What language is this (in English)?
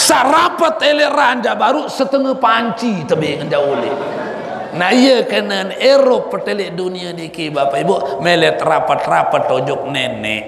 Sasak